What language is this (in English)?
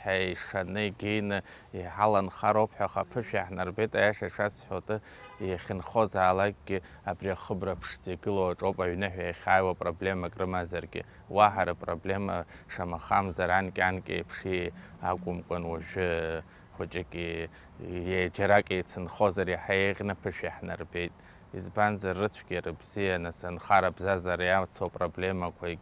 Abkhazian